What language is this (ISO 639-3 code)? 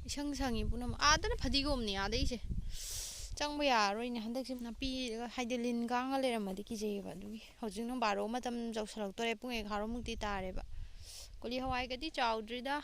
mni